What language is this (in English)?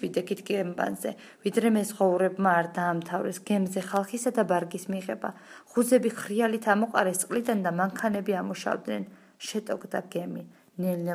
Georgian